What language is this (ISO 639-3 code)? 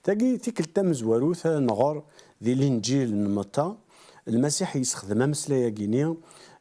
kab